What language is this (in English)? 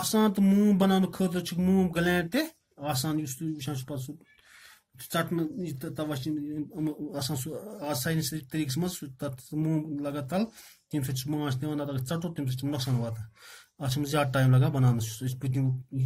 Kashmiri